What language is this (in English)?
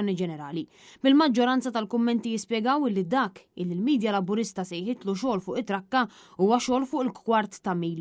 Maltese